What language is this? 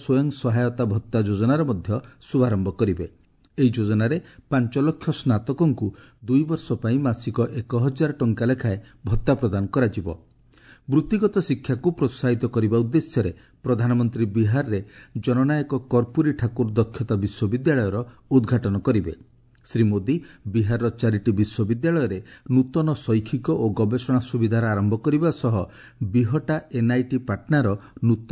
Odia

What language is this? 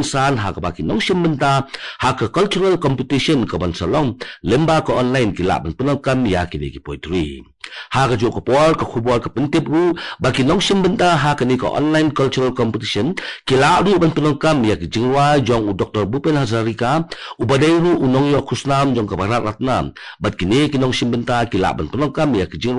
Khasi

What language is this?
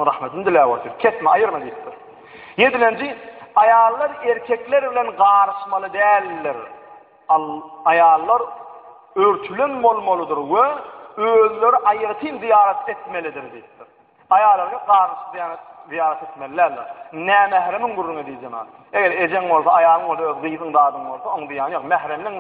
Turkmen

